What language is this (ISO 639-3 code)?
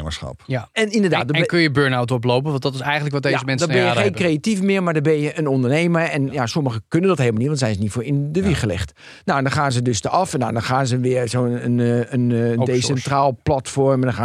nld